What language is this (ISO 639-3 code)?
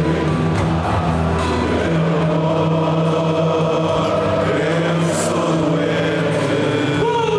por